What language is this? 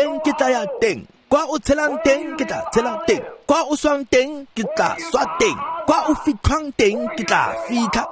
Tswana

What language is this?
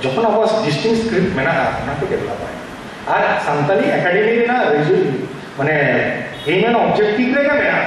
Santali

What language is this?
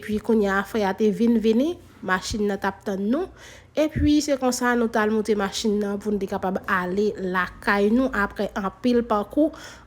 Haitian Creole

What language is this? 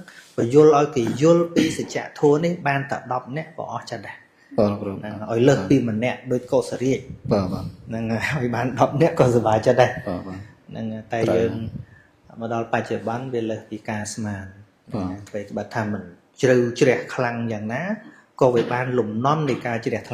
Khmer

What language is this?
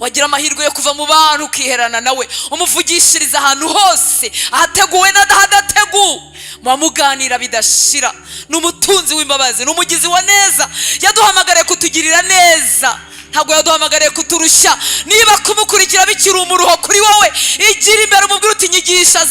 Kinyarwanda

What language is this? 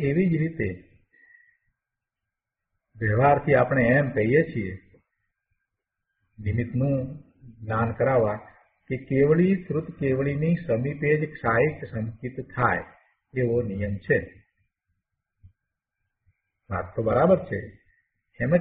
Gujarati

